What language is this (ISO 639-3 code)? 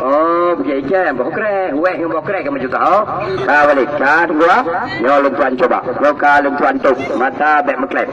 ace